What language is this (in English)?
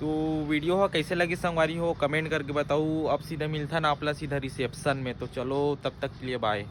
Chhattisgarhi